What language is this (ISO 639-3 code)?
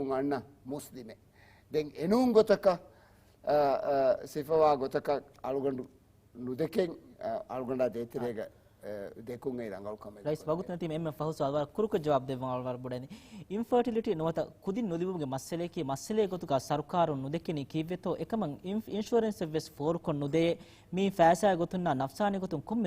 div